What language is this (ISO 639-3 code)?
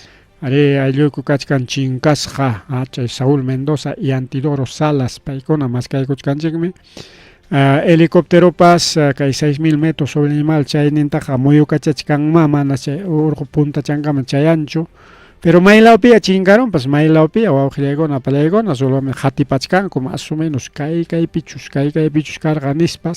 quy